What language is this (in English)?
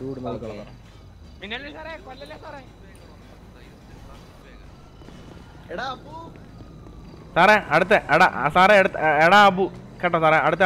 Malayalam